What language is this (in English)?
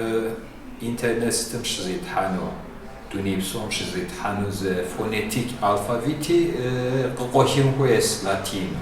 Kabardian